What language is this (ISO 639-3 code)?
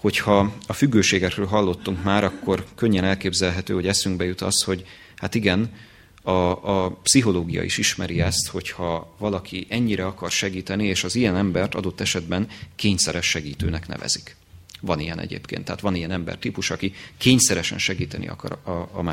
hun